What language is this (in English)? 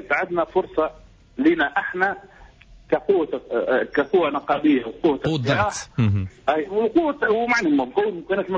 Tunisian Arabic